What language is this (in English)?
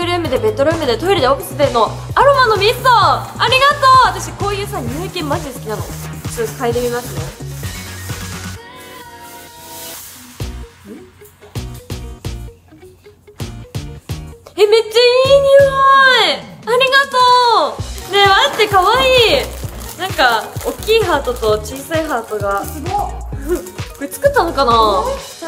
Japanese